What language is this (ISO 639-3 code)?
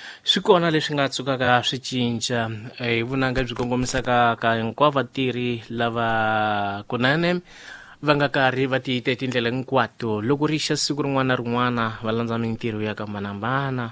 tso